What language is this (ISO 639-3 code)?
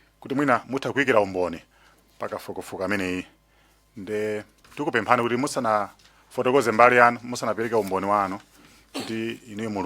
nya